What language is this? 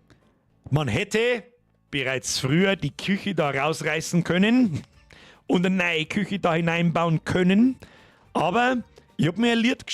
Bavarian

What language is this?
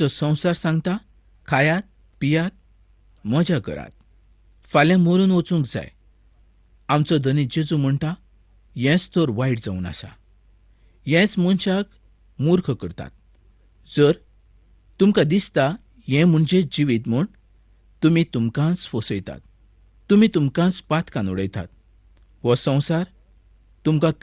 Konkani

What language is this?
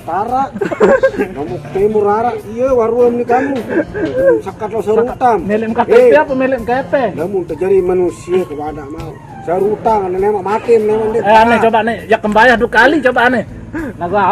Sasak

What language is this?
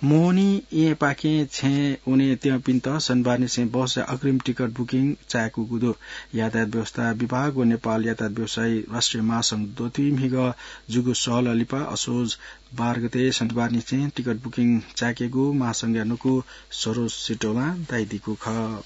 Newari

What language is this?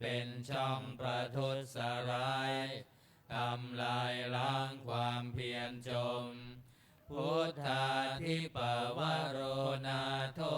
Pali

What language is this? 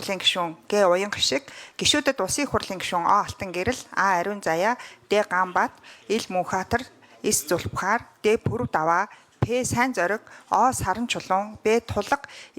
Mongolian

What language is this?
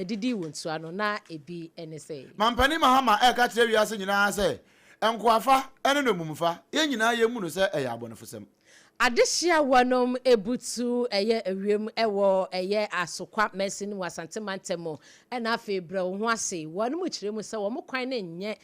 Akan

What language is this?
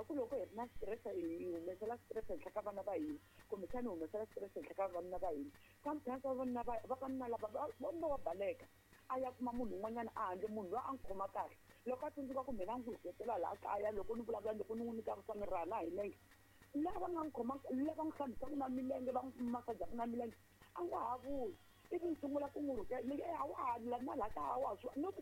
Tsonga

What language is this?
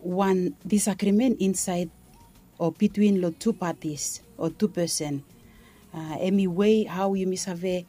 Bislama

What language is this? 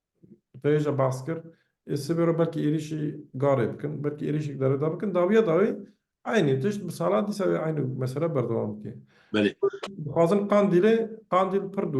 Kurdish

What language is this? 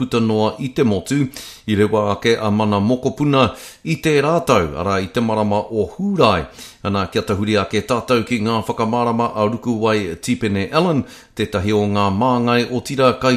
Māori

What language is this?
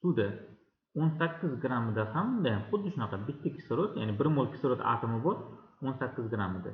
Uzbek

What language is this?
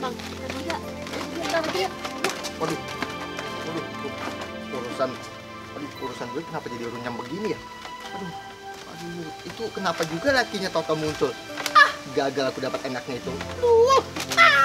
Betawi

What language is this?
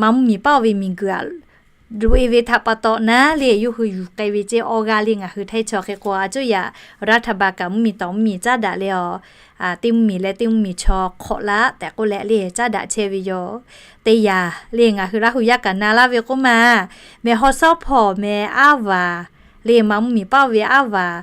Lahu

